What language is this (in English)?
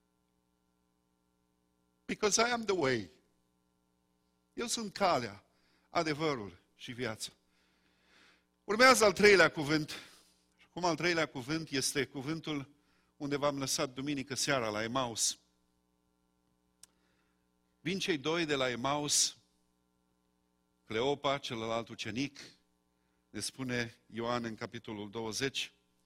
Romanian